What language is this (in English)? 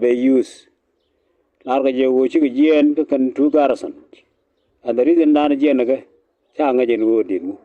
Nuer